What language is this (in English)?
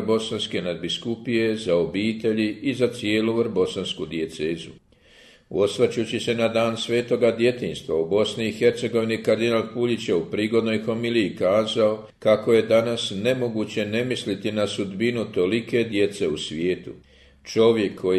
Croatian